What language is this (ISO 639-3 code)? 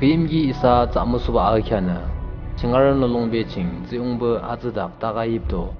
yim